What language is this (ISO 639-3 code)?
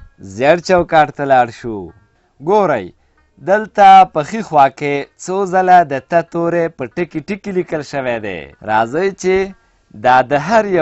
pus